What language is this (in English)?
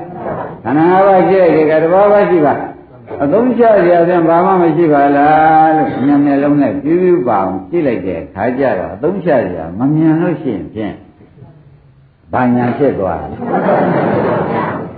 Burmese